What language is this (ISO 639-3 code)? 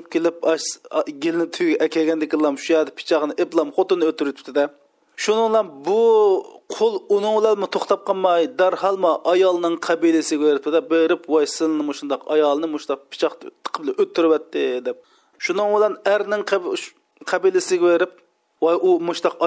uig